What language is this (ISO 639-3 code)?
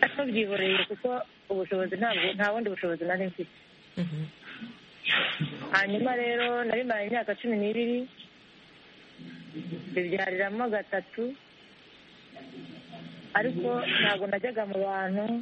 kin